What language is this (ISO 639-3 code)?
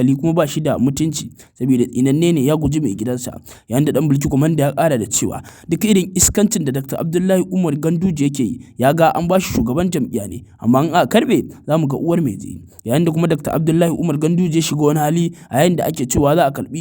hau